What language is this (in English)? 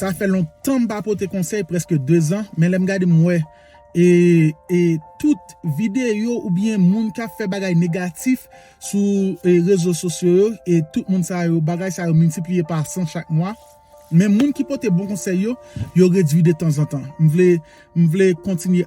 Haitian Creole